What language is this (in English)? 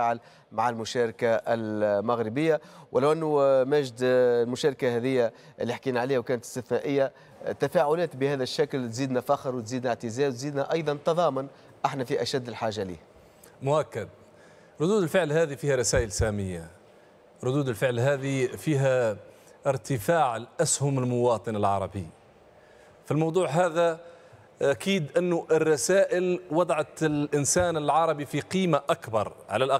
Tunisian Arabic